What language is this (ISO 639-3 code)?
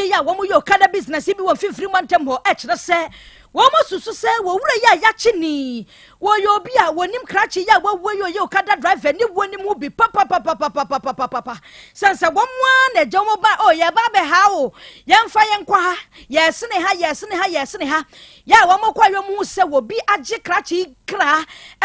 aka